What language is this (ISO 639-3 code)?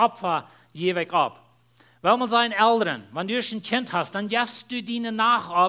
pdt